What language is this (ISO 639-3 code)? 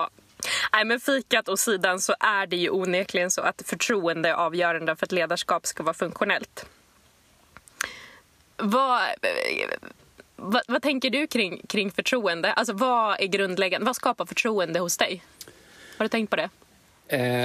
swe